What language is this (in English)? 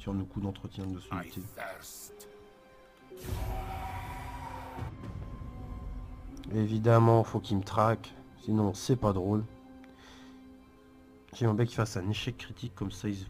French